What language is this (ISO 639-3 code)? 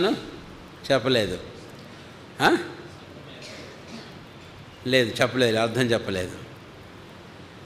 tel